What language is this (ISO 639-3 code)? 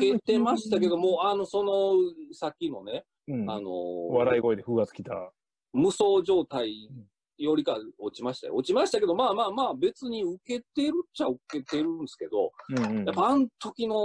jpn